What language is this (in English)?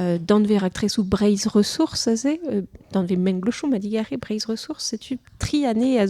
Breton